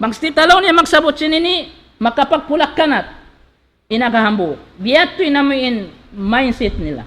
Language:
Tausug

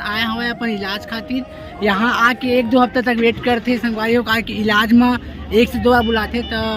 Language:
Chhattisgarhi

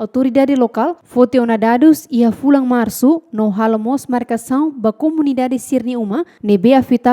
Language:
Tetum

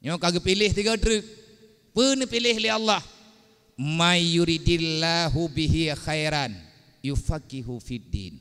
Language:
Achinese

